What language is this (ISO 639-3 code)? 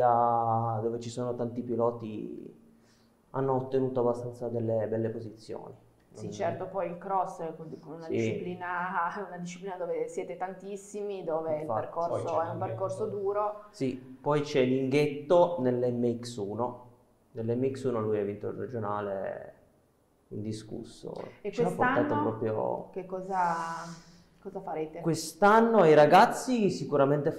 ita